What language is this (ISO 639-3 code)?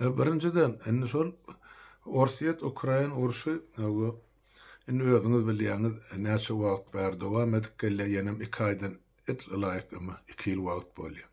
tuk